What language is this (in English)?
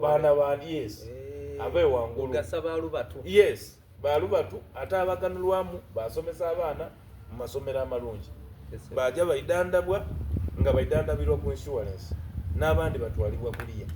Soga